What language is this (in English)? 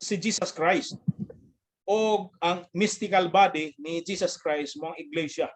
Cebuano